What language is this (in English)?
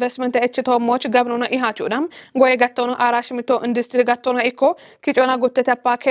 Kafa